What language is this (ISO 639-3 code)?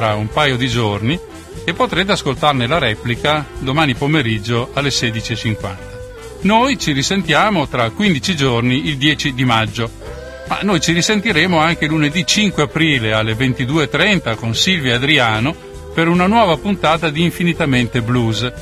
ita